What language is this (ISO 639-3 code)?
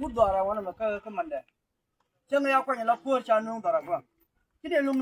nus